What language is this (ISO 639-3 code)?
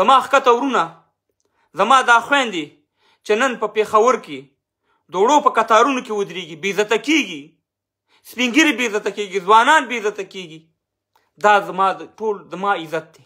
pus